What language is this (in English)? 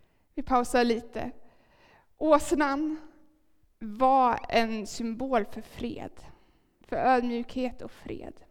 Swedish